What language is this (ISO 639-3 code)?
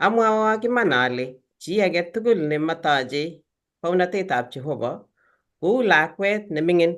kln